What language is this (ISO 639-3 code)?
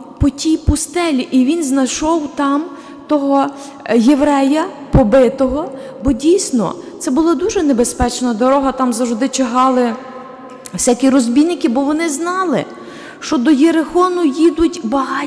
ukr